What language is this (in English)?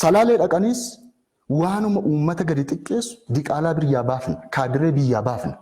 Oromo